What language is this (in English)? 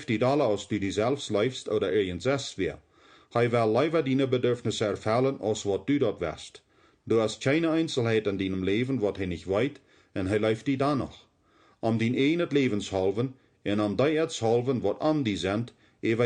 Plautdietsch